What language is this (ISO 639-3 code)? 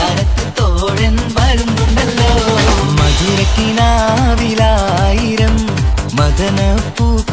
mal